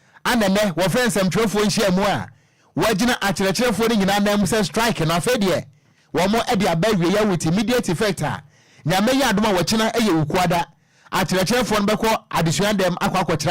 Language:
Akan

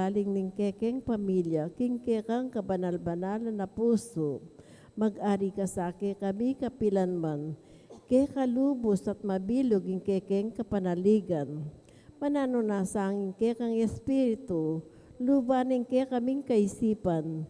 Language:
Pampanga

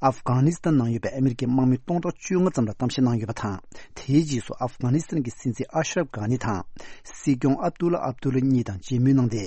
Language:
Tibetan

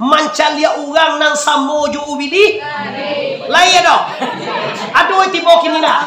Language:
Minangkabau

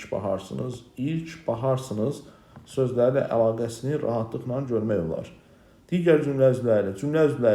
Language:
Azerbaijani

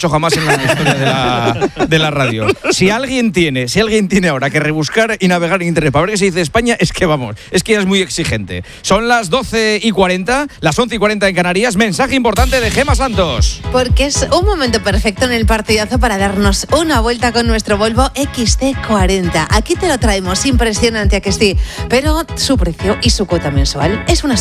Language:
Spanish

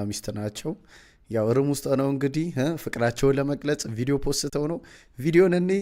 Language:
Amharic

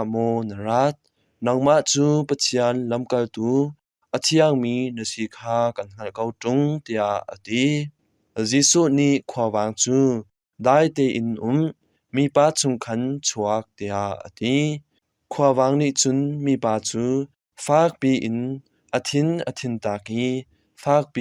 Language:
Hakha Chin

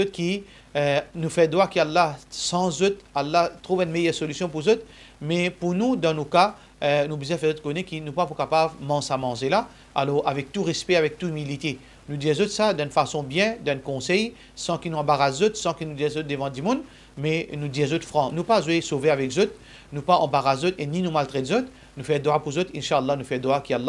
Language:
Morisyen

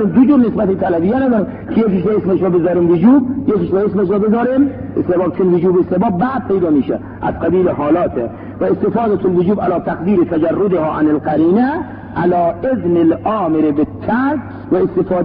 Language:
Persian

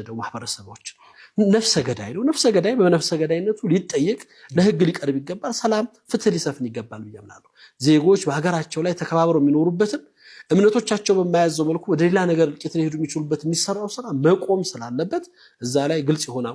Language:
Amharic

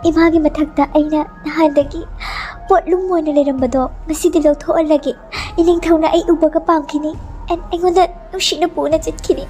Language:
Manipuri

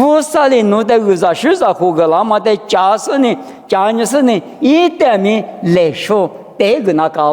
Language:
Lisu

